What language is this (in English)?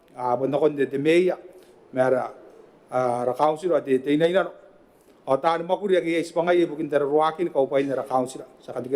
Gilbertese